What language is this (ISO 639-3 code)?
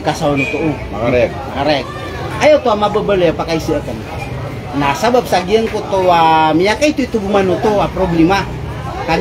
mrw